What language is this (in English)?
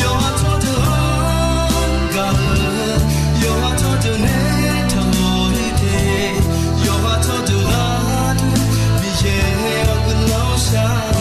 Akha